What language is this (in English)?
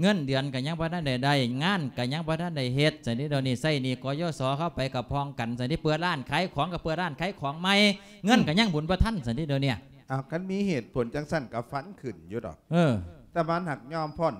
Lao